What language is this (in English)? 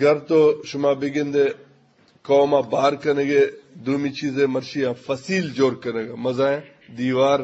Eastern Balochi